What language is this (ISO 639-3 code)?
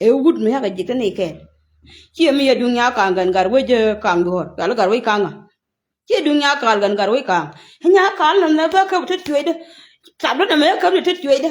nus